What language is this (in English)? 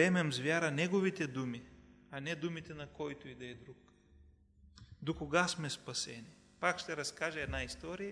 Bulgarian